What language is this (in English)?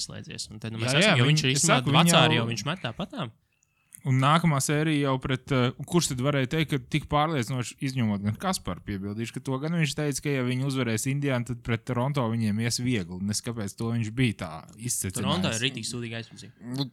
Latvian